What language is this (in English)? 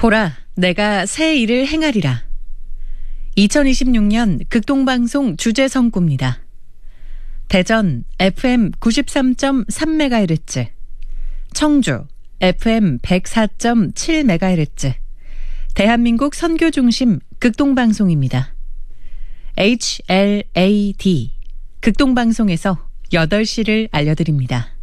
Korean